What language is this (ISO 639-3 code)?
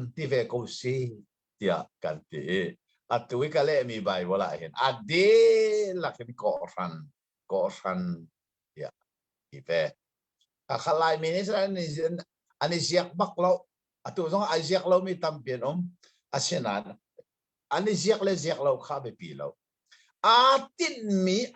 cnh